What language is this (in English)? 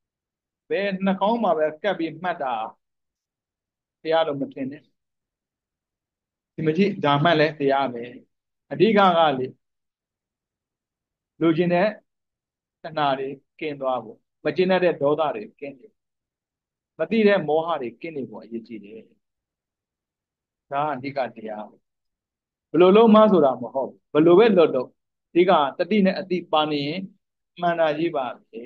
Burmese